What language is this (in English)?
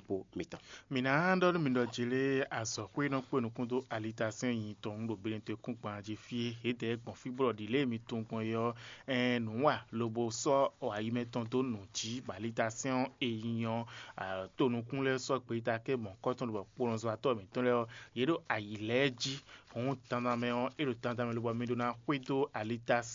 Fon